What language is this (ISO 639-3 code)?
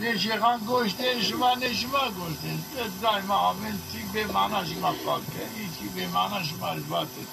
zza